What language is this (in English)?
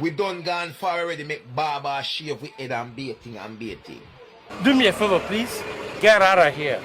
Jamaican Creole English